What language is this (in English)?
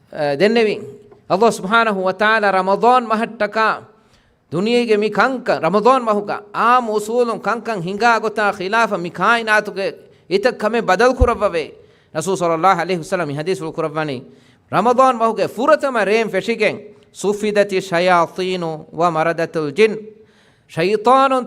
Divehi